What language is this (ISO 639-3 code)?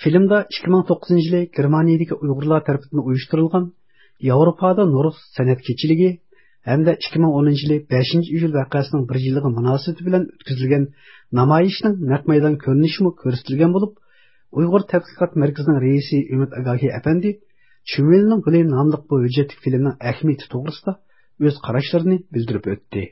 uig